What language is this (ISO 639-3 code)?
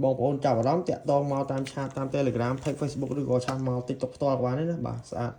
khm